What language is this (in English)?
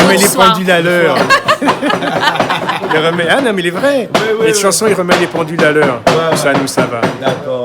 Réunion Creole French